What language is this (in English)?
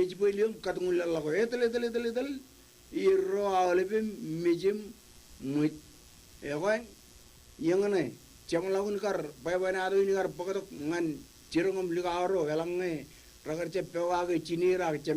Marshallese